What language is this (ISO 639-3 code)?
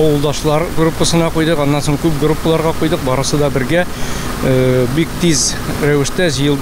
tat